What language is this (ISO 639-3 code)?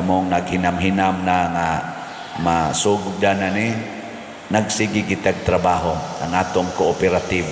ceb